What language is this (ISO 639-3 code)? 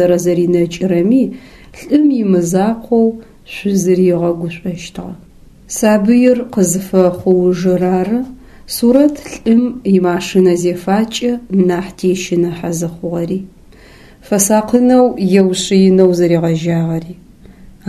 ady